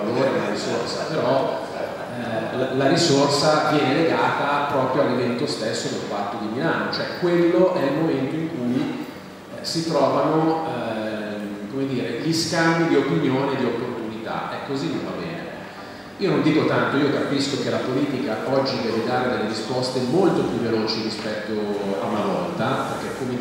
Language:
Italian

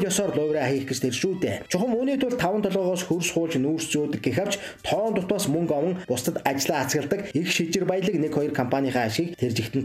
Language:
Mongolian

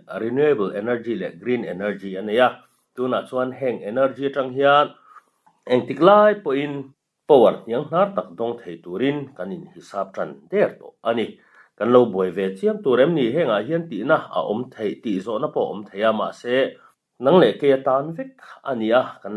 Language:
Mizo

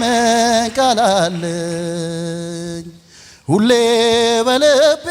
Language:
Amharic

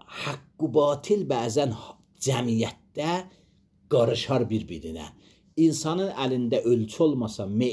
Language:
Azerbaijani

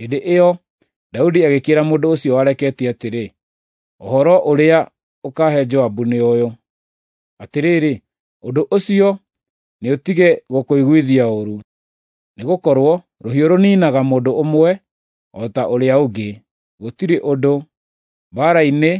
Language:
Kikuyu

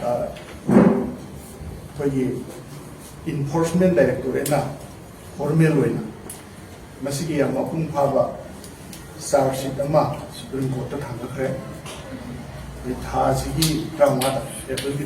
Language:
Manipuri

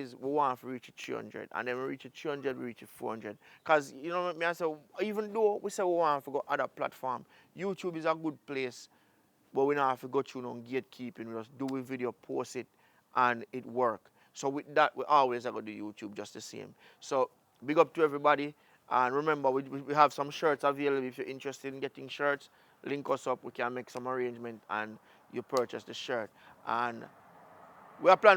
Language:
Jamaican Creole English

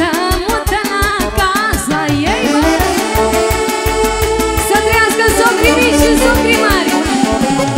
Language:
Romanian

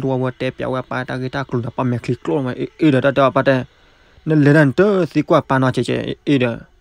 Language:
S'gaw Karen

